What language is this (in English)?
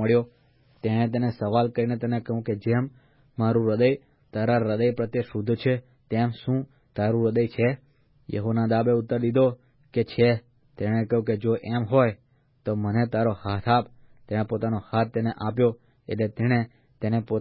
Gujarati